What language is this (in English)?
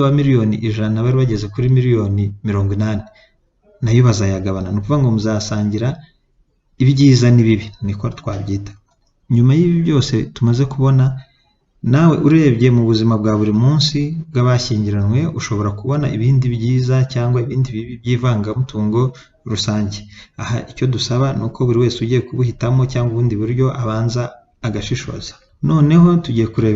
Kinyarwanda